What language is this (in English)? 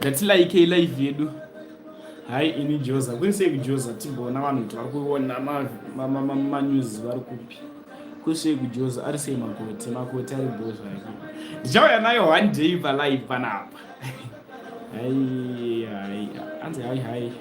Shona